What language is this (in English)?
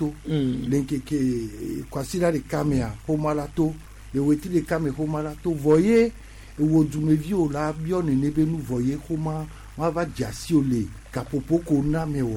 Gen